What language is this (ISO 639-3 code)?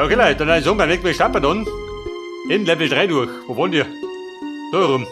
bar